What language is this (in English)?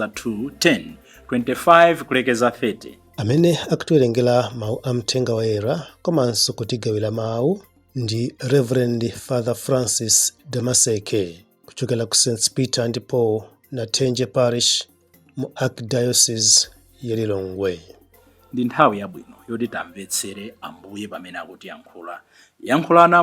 Nyanja